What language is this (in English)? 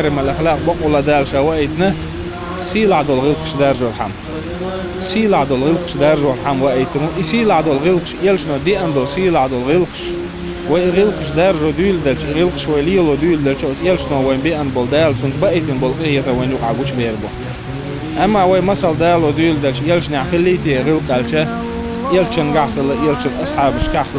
Chechen